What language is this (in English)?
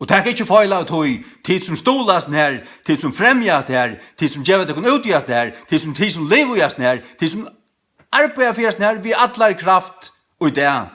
Faroese